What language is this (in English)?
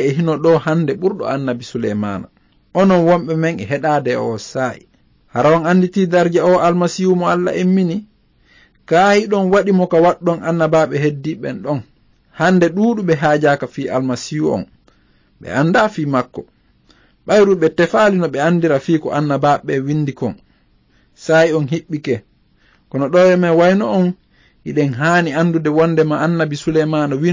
Fula